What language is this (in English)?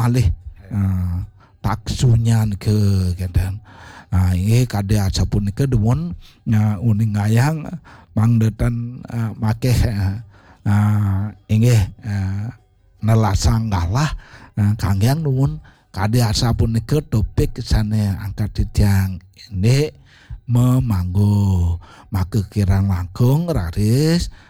Balinese